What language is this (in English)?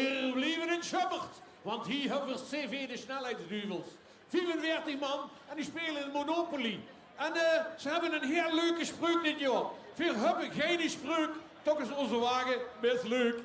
Limburgish